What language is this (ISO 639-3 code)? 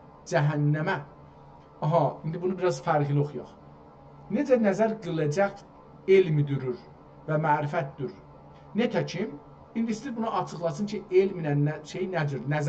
azb